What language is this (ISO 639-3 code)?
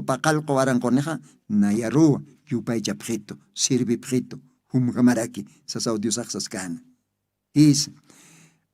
aym